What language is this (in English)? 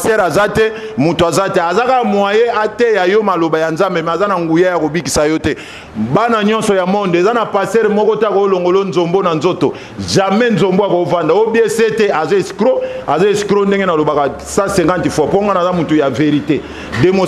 Lingala